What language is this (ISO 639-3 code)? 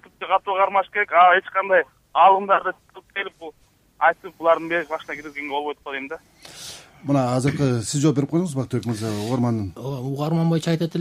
kir